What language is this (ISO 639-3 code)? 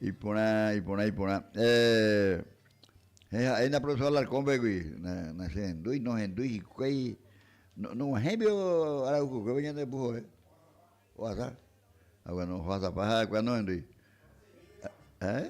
grn